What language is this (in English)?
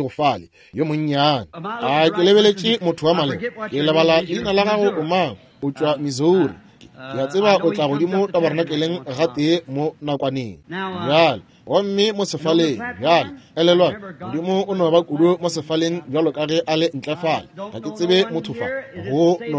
Northern Sotho